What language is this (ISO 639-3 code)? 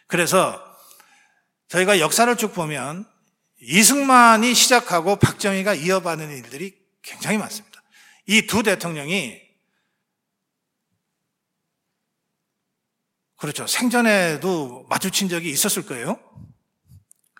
kor